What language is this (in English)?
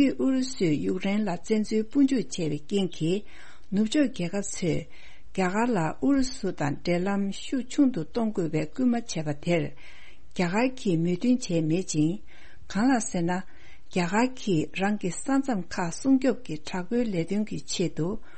Tibetan